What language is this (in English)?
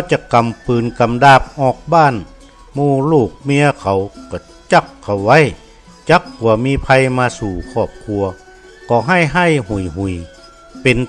Northern Thai